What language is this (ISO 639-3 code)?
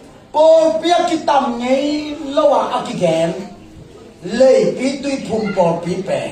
ctd